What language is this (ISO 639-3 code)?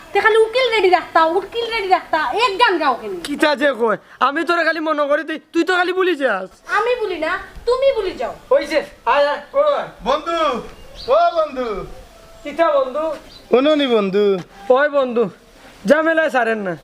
syl